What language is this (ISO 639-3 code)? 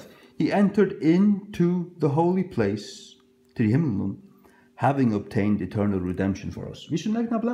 fao